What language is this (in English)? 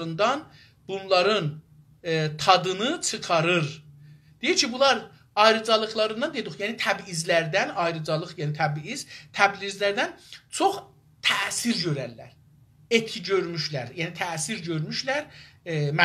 South Azerbaijani